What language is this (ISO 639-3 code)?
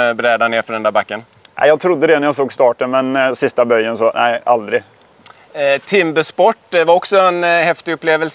swe